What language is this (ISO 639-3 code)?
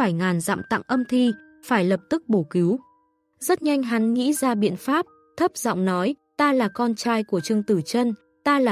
vie